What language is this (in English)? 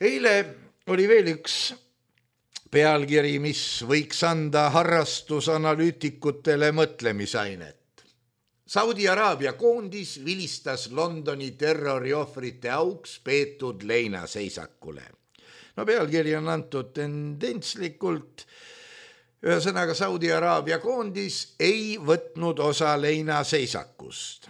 Estonian